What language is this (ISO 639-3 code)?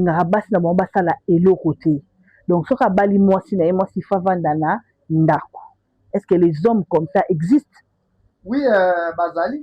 lin